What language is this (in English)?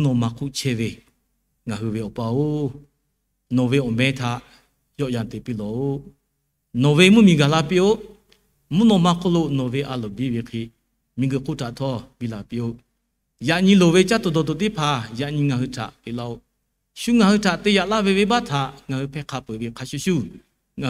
Lahu